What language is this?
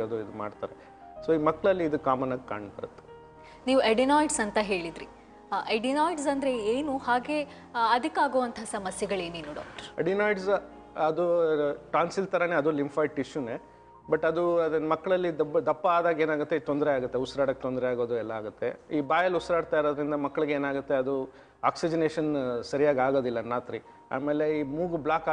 Kannada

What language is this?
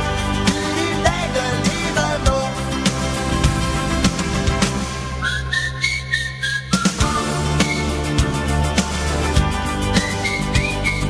Danish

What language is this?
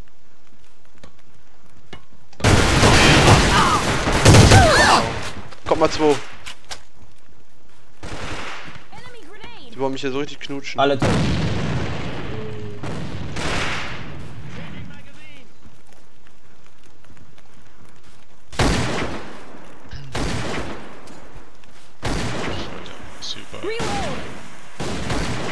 German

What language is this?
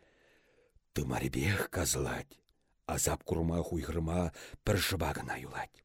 Chuvash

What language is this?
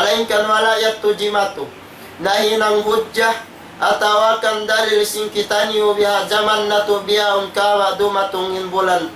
Tausug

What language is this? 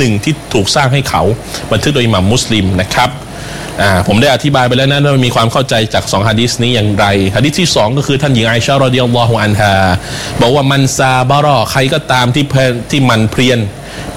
Thai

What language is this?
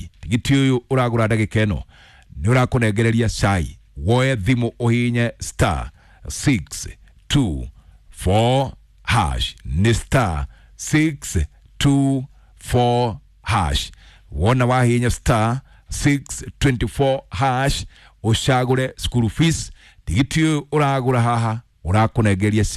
Kikuyu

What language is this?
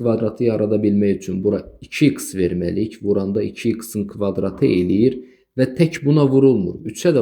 Azerbaijani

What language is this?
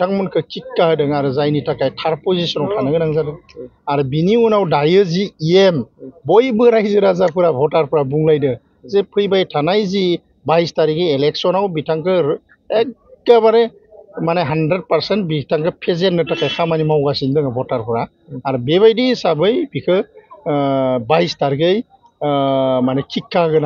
Bodo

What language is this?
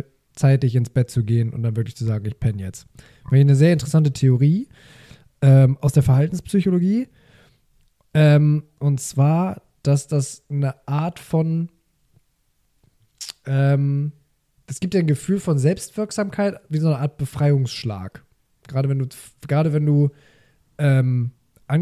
German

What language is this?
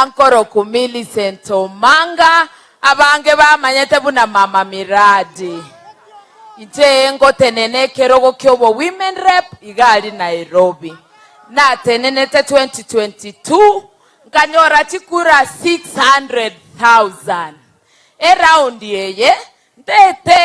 Gusii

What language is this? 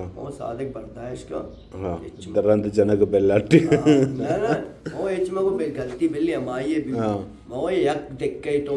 Baluchi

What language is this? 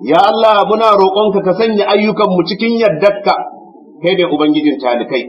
Hausa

